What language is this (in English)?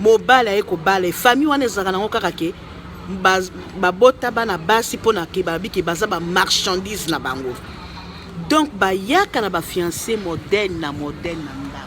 Lingala